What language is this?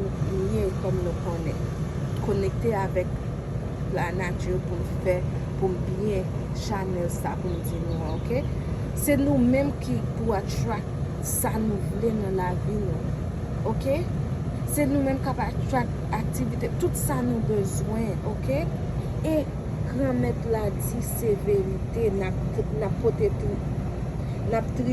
Haitian Creole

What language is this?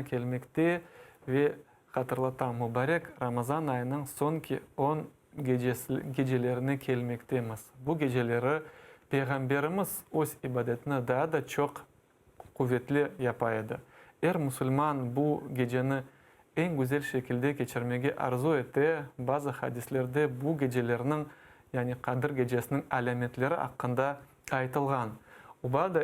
Crimean Tatar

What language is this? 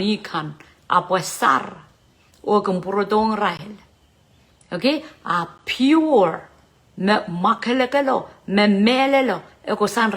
Pohnpeian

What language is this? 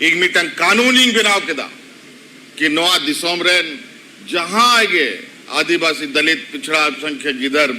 Santali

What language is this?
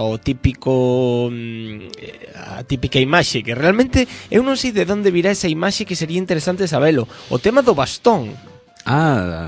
Galician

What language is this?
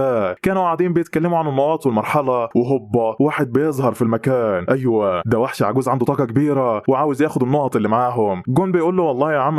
Egyptian Arabic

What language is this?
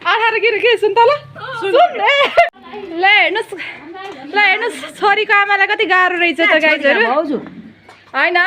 Nepali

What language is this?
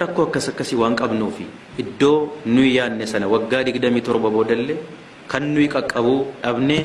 Oromo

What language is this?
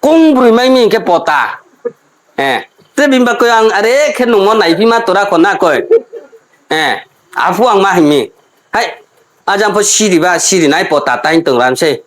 Riang (India)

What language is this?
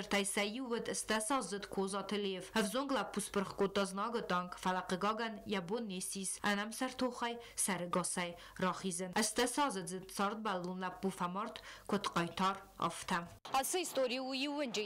Ossetic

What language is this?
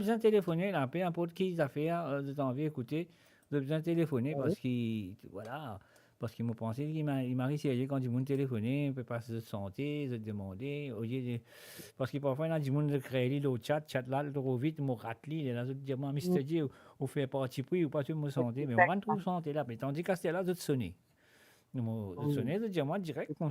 Morisyen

